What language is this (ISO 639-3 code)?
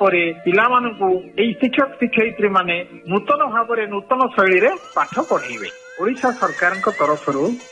ori